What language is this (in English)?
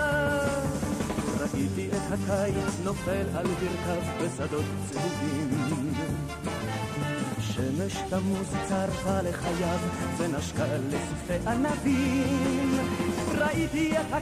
Hebrew